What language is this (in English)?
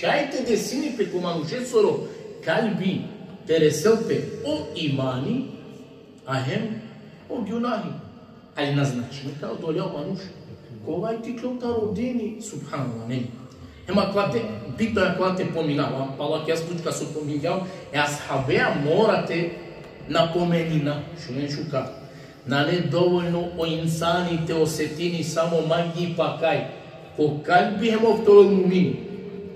Balkan Romani